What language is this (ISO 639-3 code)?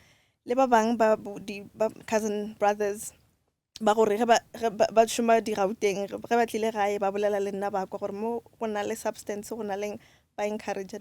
nso